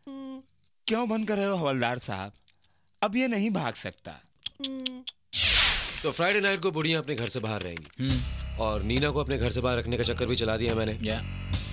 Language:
Hindi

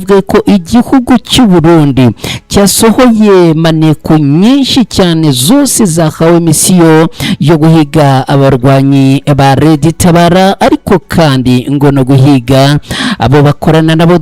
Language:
Kinyarwanda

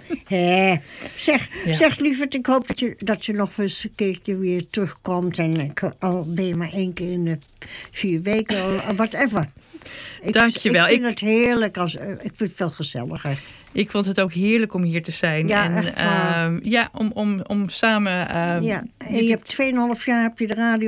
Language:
Dutch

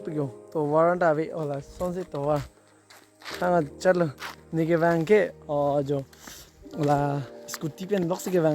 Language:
Karbi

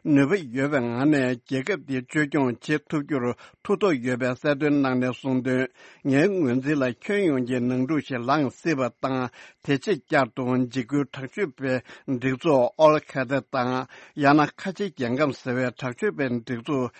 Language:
Tibetan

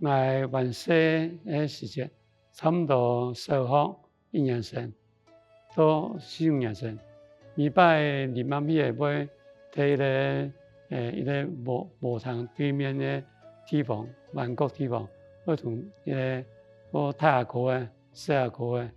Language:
Hakka Chinese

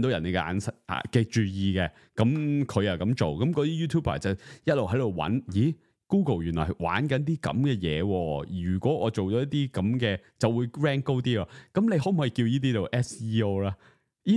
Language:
Cantonese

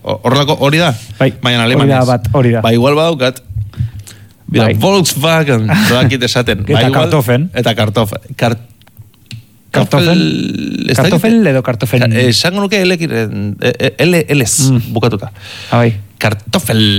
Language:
Basque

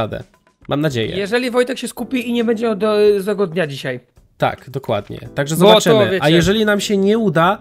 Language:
Polish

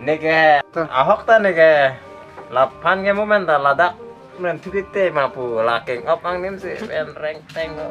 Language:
Karbi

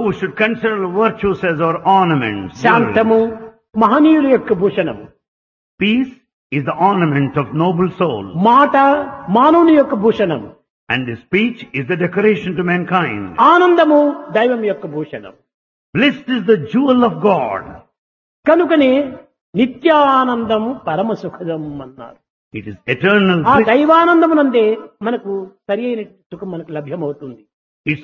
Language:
Telugu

